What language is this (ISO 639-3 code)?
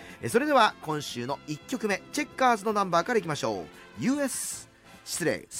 jpn